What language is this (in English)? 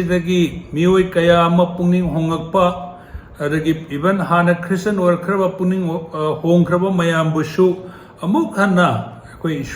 Manipuri